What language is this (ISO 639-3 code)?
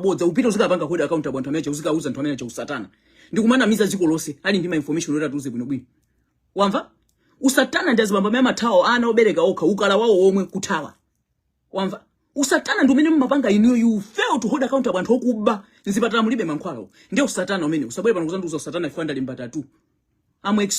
nya